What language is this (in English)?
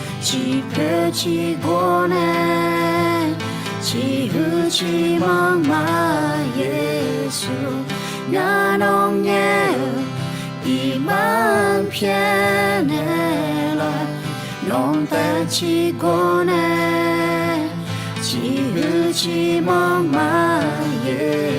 Akha